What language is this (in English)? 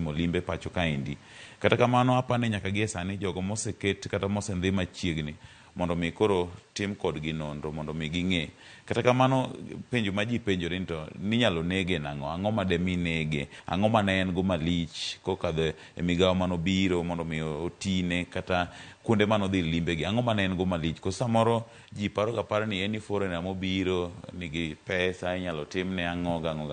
Luo (Kenya and Tanzania)